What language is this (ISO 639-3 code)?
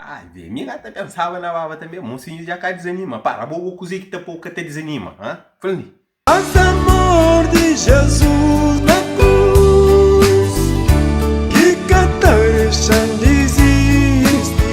kea